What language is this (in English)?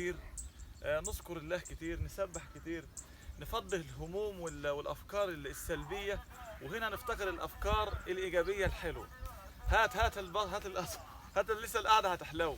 Egyptian Arabic